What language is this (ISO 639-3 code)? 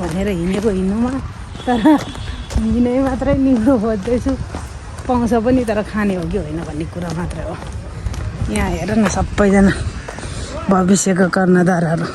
nep